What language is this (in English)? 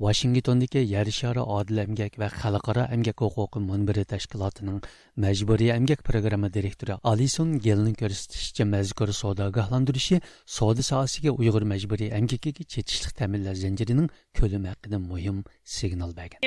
Uyghur